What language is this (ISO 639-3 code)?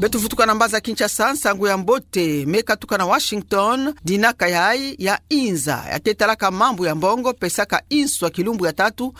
ktu